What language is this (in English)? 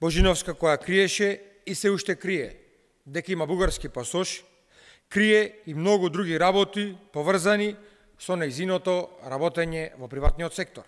Macedonian